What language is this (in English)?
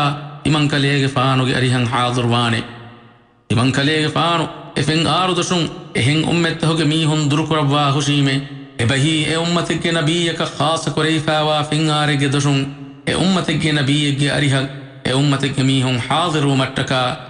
Divehi